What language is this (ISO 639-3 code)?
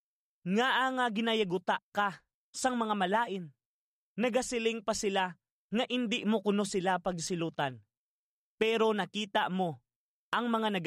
hil